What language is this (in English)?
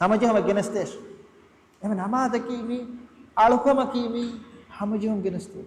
Divehi